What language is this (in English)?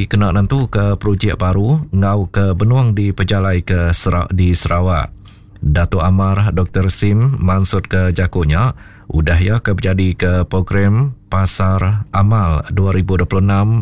Iban